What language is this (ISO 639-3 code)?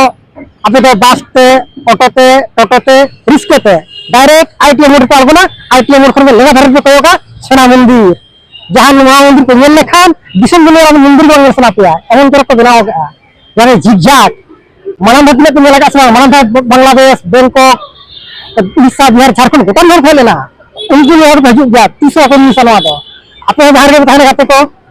sat